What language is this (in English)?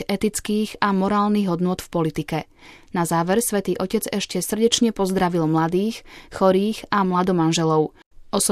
Slovak